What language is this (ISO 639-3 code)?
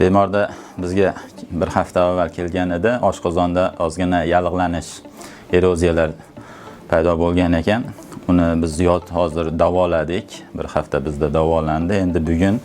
uzb